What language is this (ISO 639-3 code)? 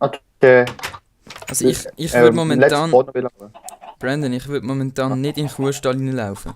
gsw